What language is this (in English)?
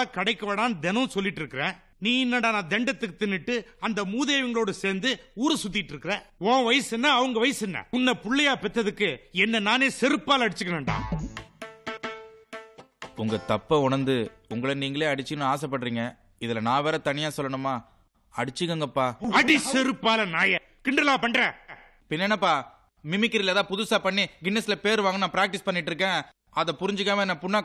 Tamil